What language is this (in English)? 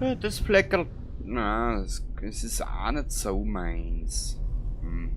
Bavarian